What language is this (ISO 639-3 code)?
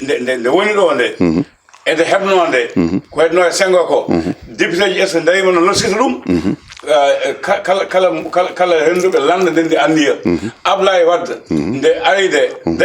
ful